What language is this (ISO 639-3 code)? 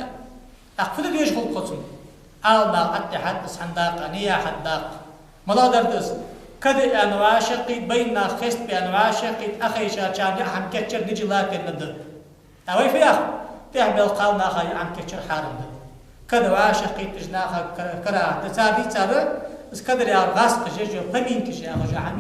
inh